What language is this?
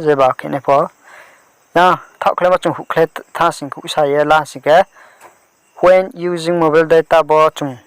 Riang (India)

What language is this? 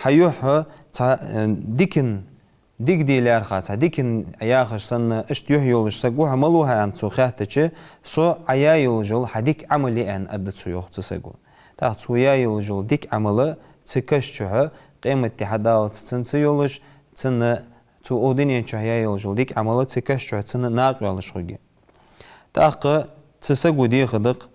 Ingush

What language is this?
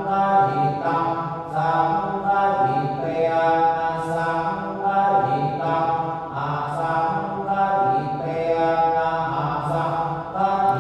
Pali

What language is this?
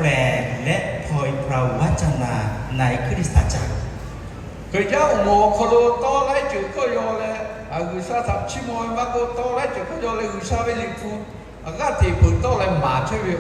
Lahu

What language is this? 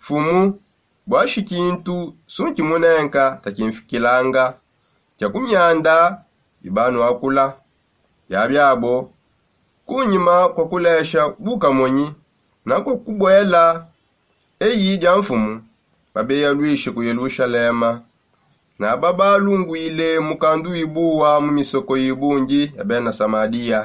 Songe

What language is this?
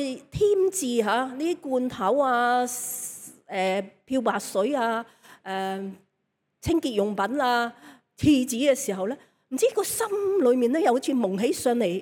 Cantonese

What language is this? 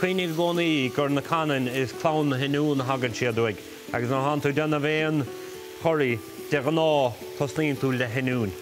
Irish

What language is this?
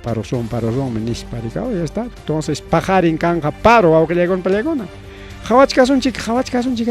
Ayacucho Quechua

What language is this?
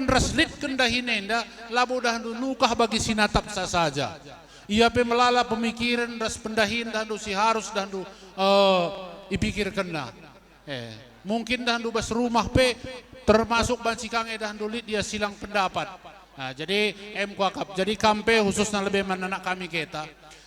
Batak Karo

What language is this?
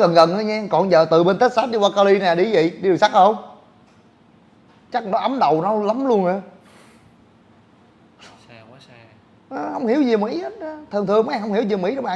Vietnamese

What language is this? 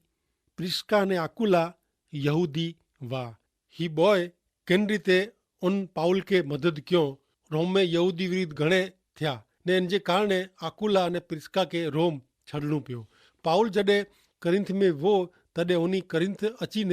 Kachhi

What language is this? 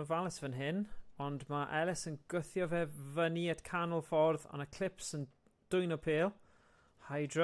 Welsh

